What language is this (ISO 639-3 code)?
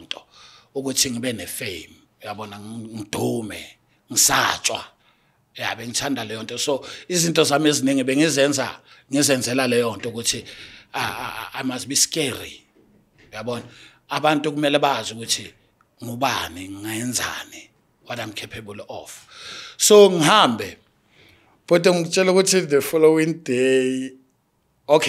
zul